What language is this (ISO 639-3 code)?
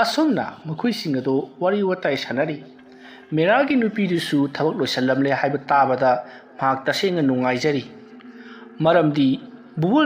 mni